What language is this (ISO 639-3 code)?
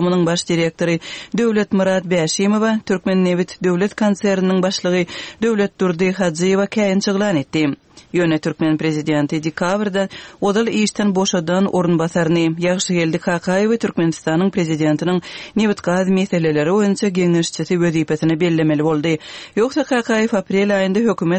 tuk